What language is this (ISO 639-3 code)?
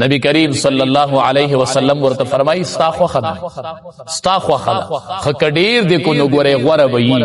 pus